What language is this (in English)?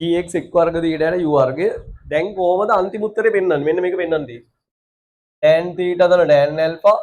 Sinhala